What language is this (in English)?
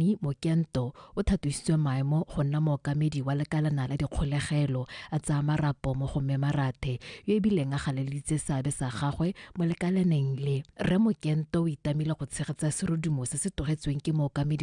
Tswana